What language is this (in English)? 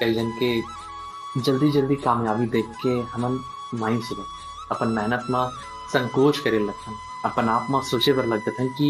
Chhattisgarhi